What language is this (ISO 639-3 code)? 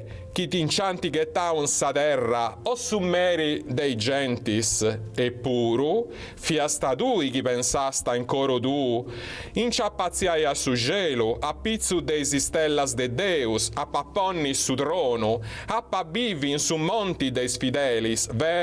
srd